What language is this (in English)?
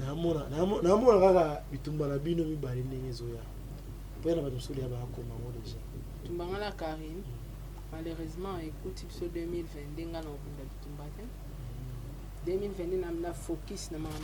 Lingala